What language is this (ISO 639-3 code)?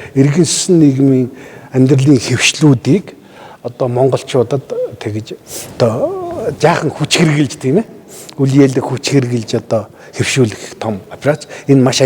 mon